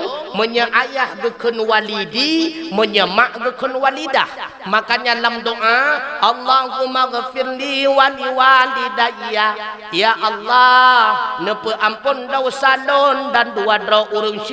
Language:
Achinese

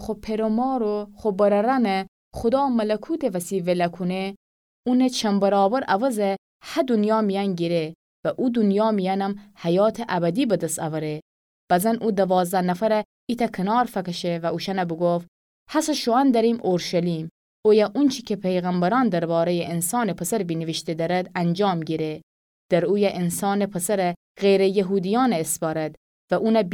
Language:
Gilaki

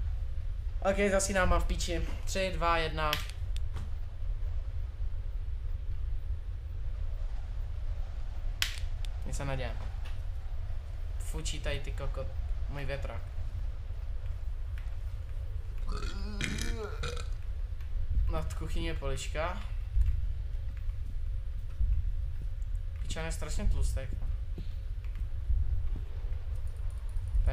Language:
Czech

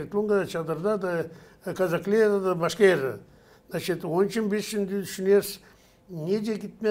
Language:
Gagauz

